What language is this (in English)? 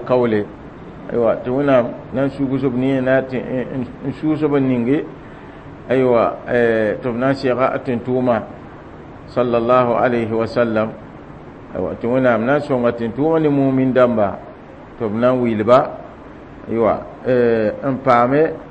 Mossi